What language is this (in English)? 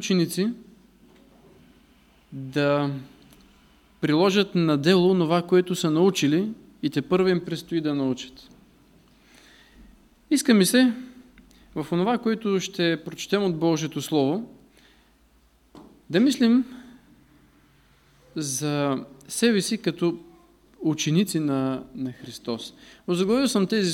Bulgarian